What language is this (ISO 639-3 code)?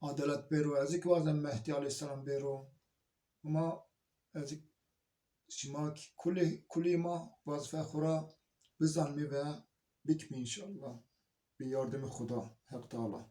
zza